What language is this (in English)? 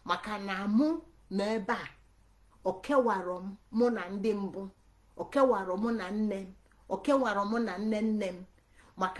Igbo